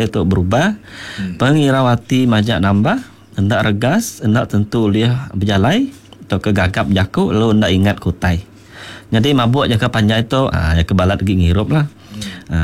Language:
Iban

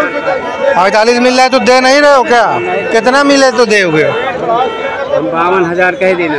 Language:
Hindi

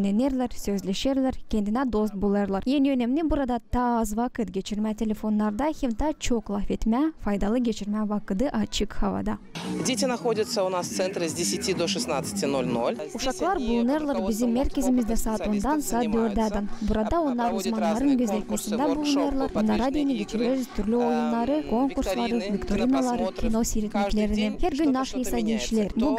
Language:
Gagauz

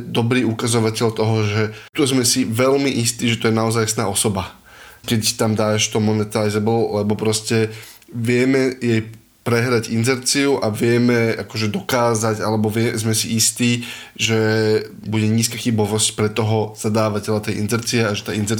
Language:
Slovak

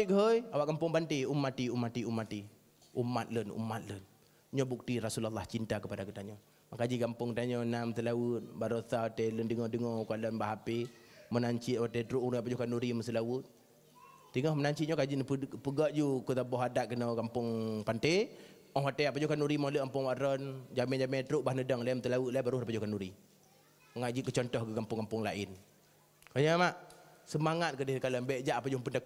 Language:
Achinese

